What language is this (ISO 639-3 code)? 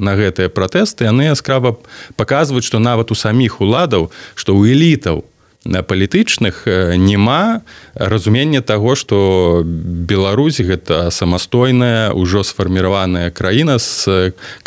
bel